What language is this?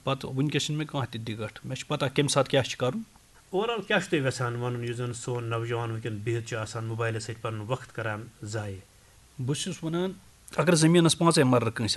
Kashmiri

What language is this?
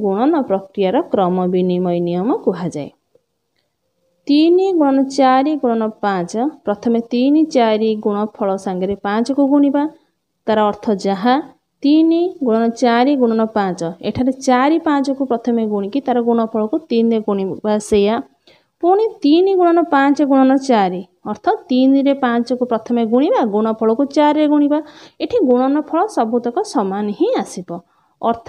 Odia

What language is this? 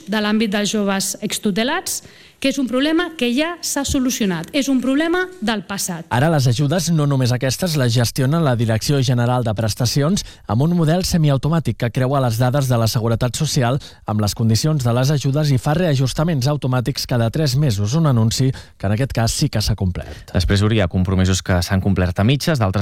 Catalan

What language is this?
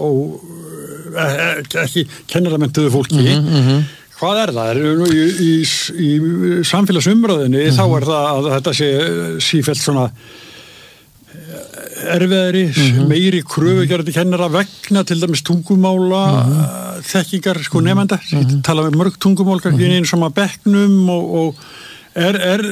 Icelandic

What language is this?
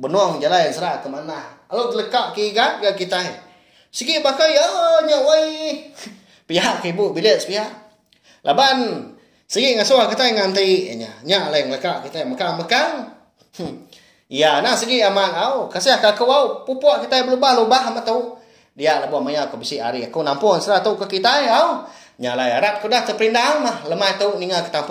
Iban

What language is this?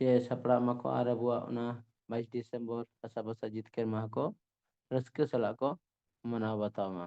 Santali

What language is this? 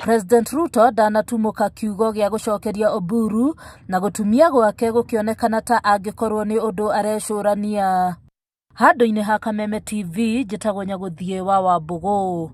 Kikuyu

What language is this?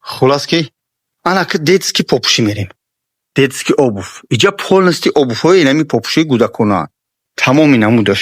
Tajik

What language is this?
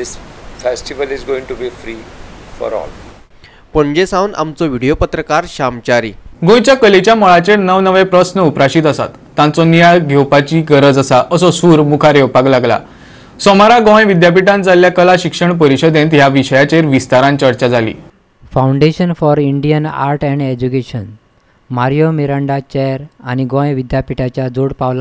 Konkani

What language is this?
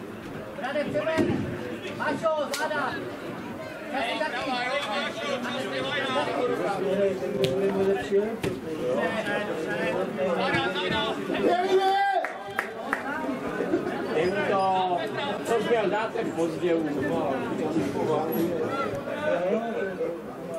Czech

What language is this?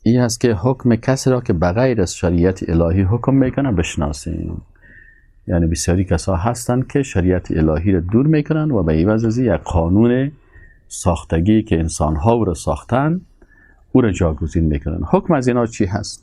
Tajik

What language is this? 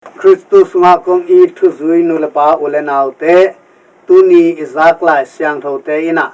Tedim Chin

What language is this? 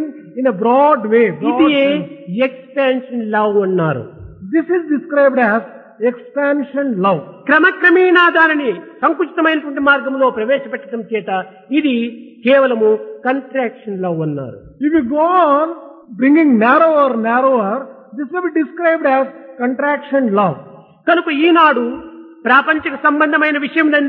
Telugu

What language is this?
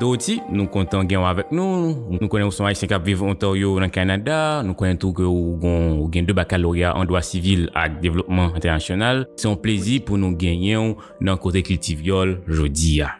Haitian Creole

